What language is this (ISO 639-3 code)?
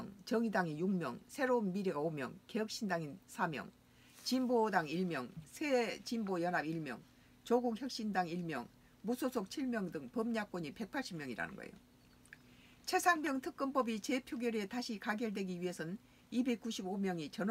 kor